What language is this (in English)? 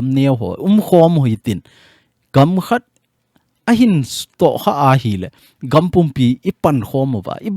Thado Chin